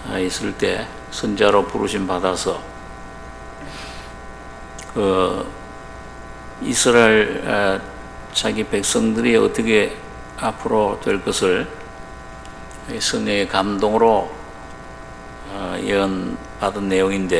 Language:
Korean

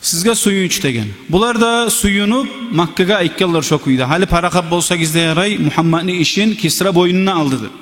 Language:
Kumyk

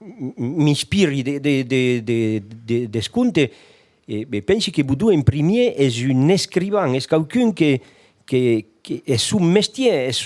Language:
Occitan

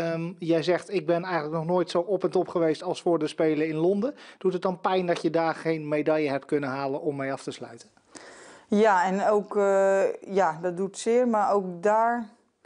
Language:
Dutch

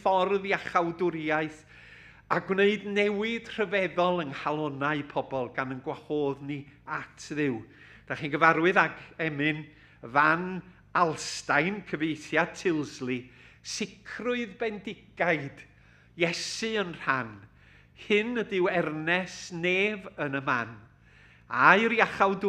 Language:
Welsh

